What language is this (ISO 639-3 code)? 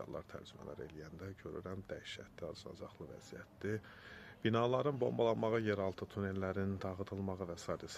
aze